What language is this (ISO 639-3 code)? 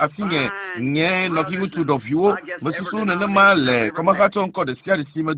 ewe